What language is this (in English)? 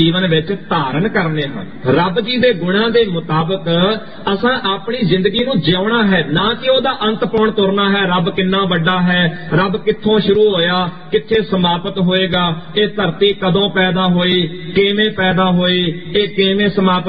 Punjabi